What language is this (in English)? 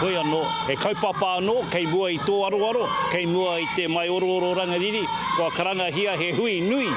Māori